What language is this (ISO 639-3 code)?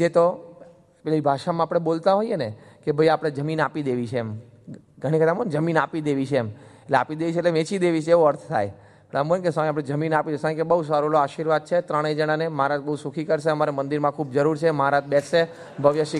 guj